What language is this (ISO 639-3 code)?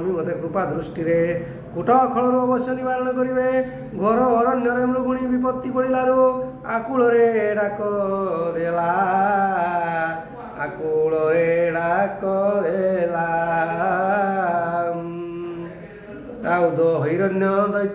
ori